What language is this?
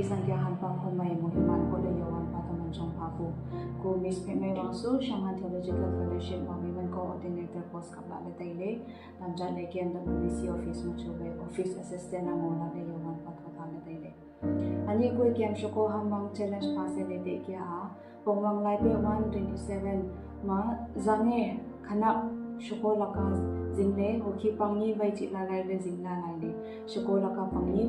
Wancho Naga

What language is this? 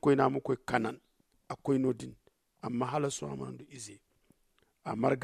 Zarma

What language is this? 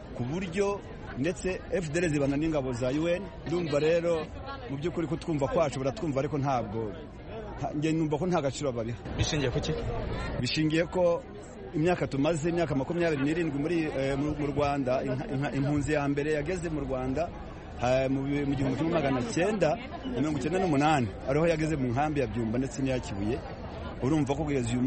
Kinyarwanda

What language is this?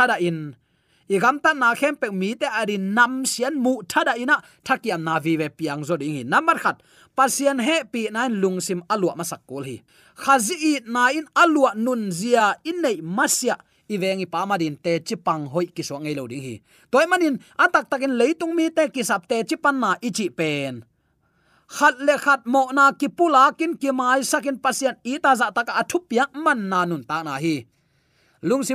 Tedim Chin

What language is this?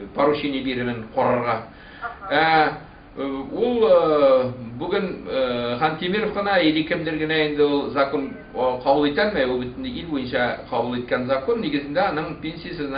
Bashkir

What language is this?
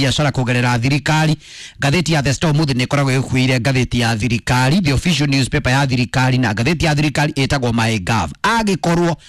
Kikuyu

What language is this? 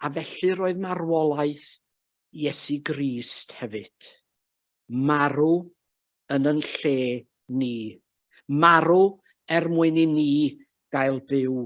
Welsh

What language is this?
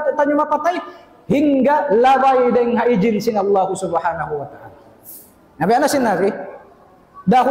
Tausug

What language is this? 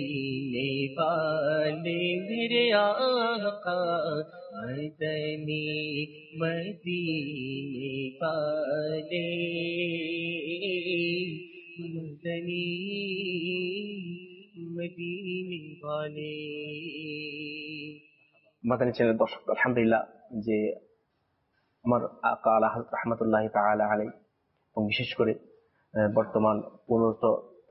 Bangla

